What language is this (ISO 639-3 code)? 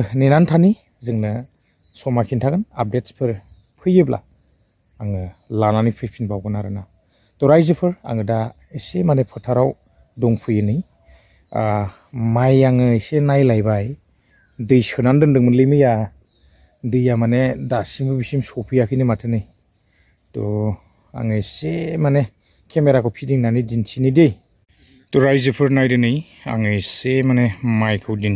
brx